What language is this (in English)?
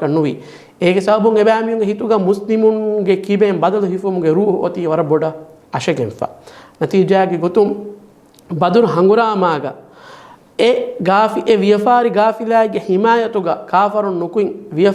Divehi